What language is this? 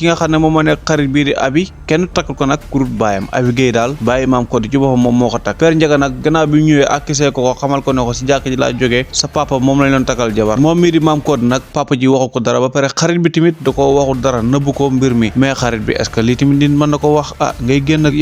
Wolof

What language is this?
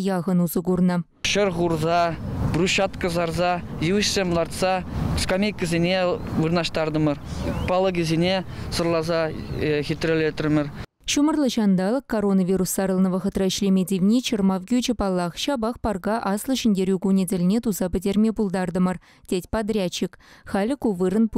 Chuvash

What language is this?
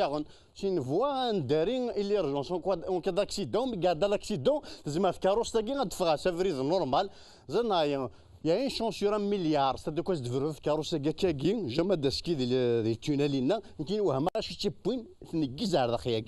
Kabyle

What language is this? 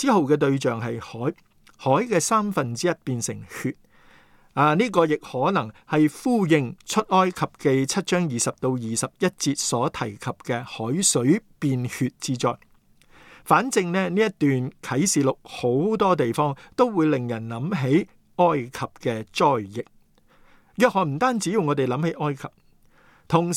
Cantonese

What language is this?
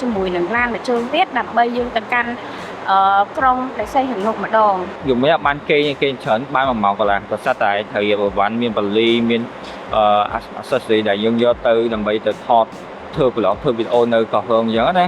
Khmer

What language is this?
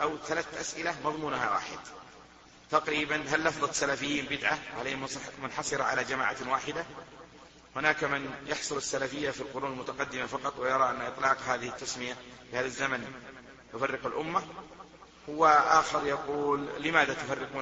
Arabic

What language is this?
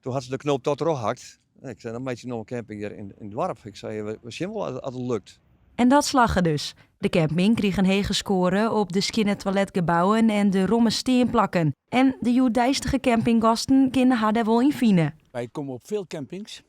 Western Frisian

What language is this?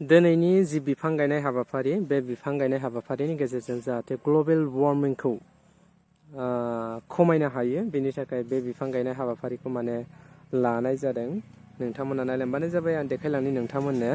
Bodo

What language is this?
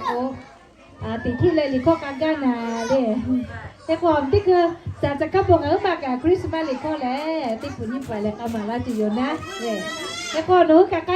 Lahu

